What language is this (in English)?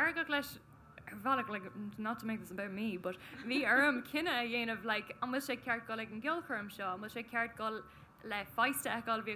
Irish